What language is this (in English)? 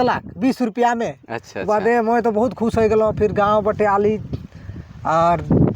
Sadri